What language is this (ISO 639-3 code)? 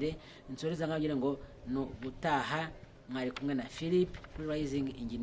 kin